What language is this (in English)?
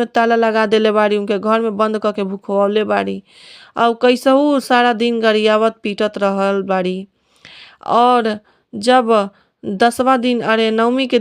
Bhojpuri